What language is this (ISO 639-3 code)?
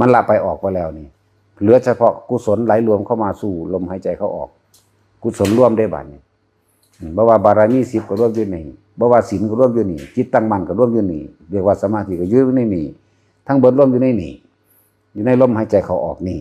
tts